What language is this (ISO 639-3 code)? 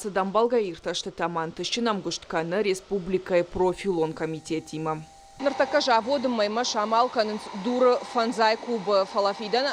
oss